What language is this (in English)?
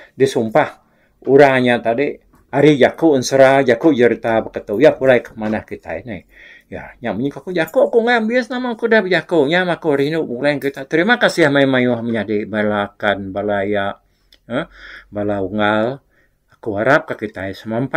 Iban